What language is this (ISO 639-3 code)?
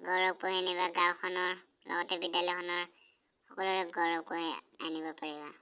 asm